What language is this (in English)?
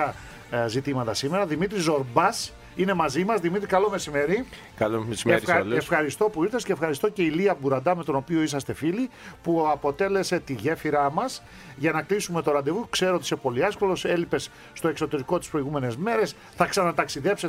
Greek